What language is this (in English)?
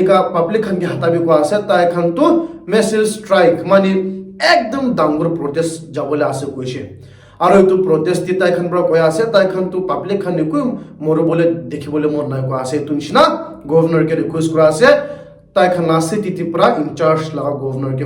Naga Pidgin